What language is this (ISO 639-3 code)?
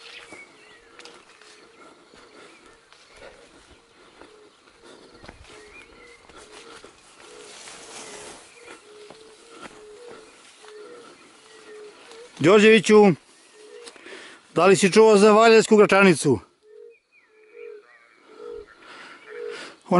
srp